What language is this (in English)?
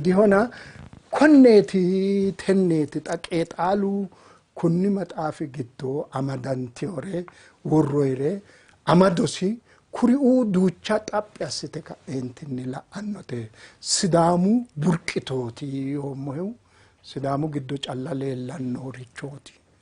Sidamo